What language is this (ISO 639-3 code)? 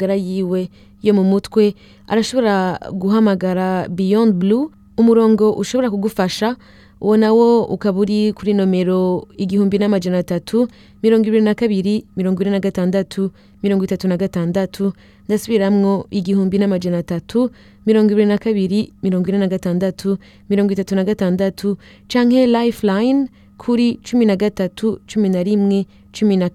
run